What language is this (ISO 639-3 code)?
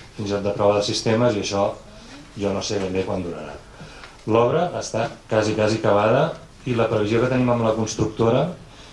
cat